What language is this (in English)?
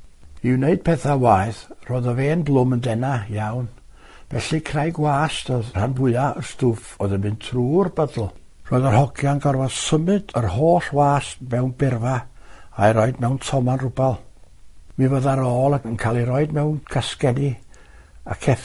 Welsh